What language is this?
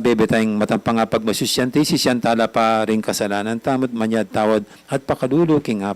Pampanga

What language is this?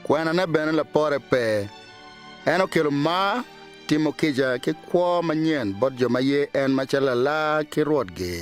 Acoli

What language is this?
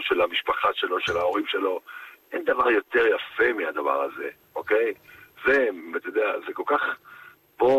Hebrew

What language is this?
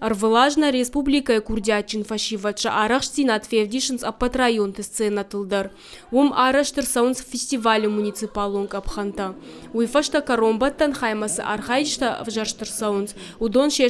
Ossetic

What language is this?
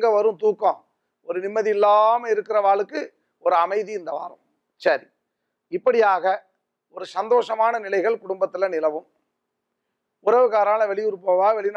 Tamil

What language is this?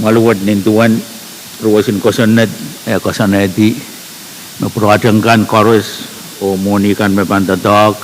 Pohnpeian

